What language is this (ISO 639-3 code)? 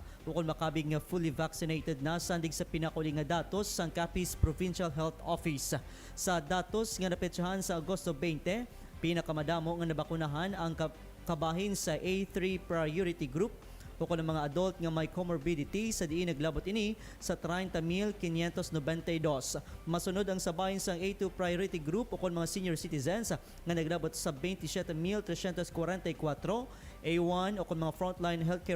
hil